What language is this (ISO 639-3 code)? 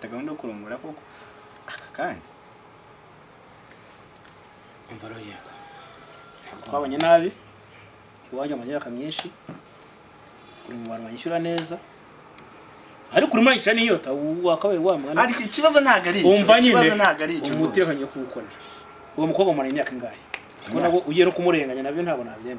kin